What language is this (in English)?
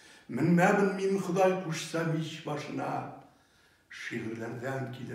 Tatar